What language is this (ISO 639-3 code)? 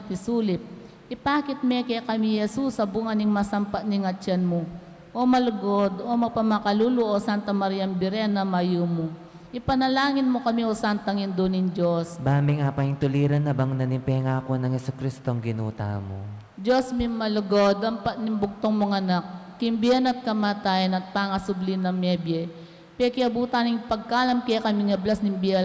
pam